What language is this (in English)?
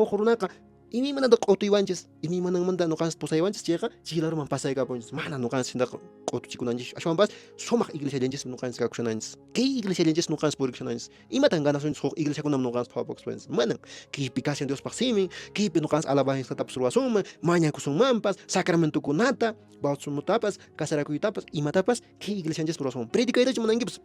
Quechua